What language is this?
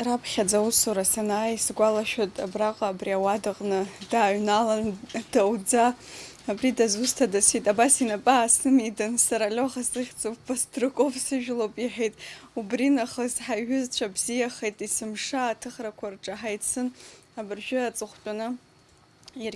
Abkhazian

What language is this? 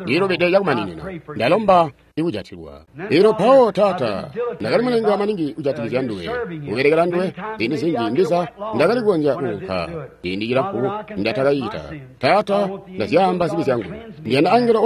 Tonga (Zambia)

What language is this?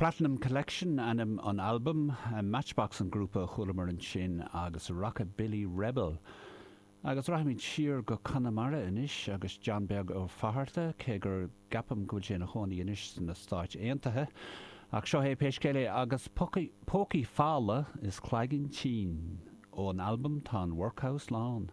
Irish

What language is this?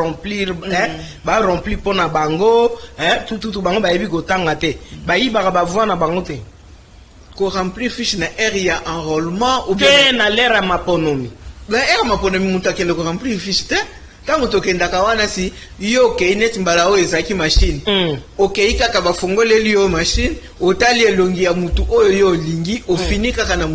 Lingala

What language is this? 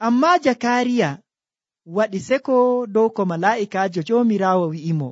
Nigerian Fulfulde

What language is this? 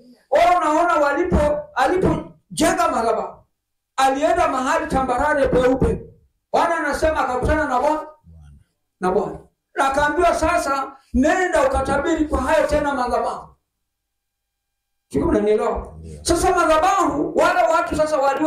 Swahili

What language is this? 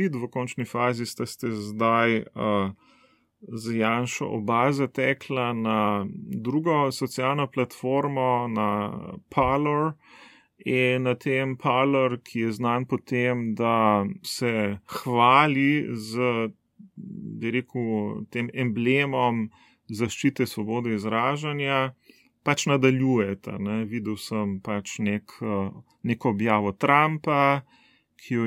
Slovenian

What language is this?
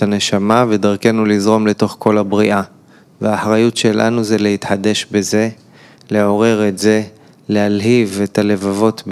Hebrew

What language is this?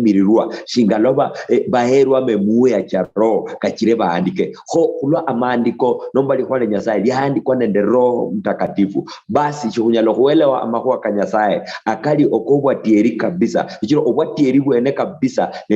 Luyia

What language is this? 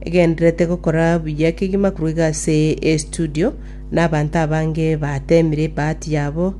Gusii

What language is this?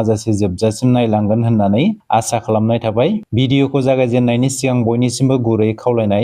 Bodo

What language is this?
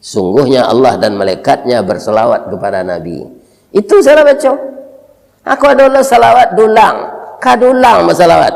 Minangkabau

